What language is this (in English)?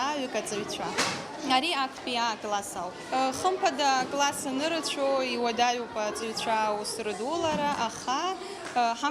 Abkhazian